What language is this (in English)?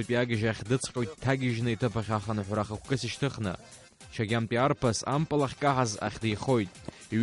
Abkhazian